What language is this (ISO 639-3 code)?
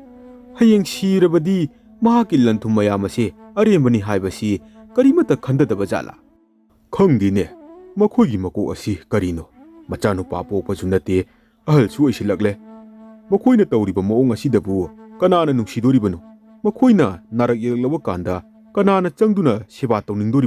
mni